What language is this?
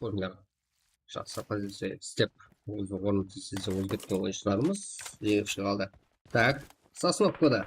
Kara-Kalpak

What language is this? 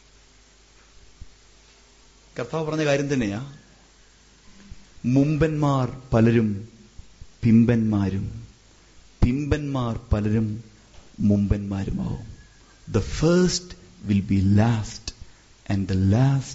Malayalam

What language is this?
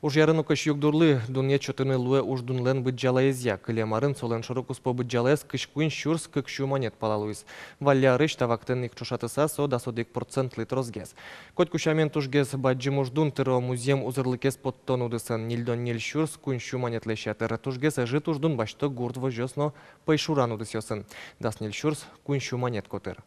Udmurt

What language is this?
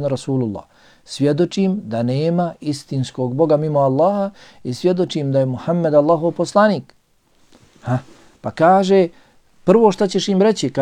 Bosnian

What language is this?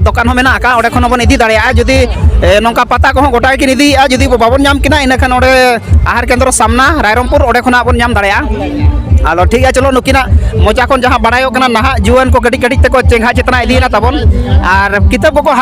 Santali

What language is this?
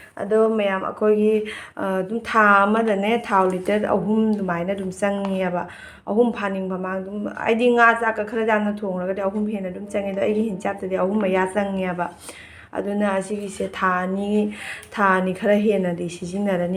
Manipuri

